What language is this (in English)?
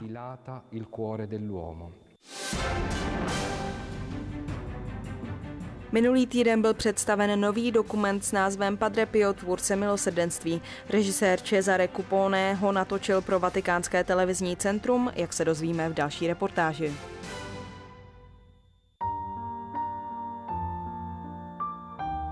Czech